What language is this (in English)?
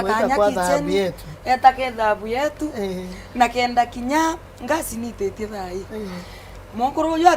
Meru